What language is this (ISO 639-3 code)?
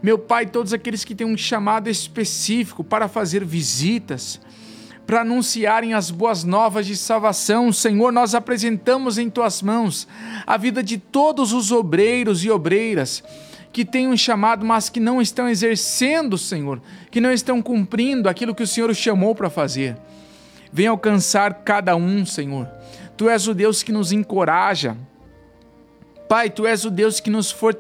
por